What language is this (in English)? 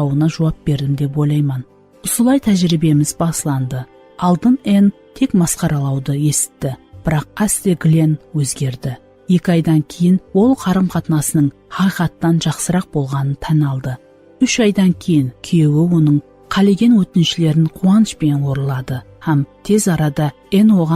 Kara-Kalpak